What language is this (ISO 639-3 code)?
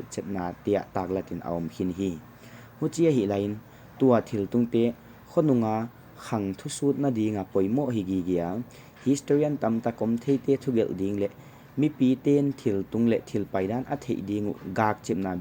pck